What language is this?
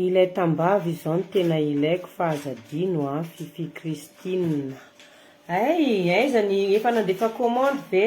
Malagasy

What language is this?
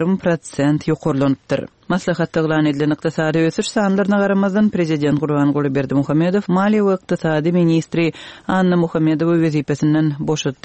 Turkmen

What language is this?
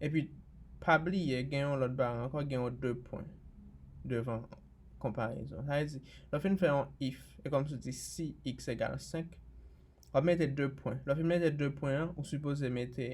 Haitian Creole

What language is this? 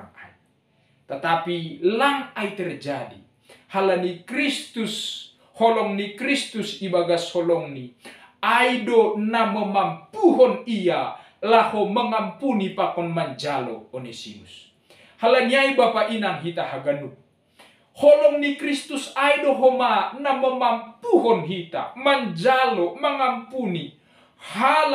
Batak Simalungun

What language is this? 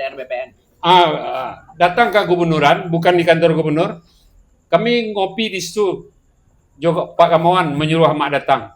Minangkabau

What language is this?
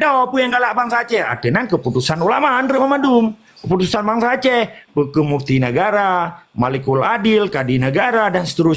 Achinese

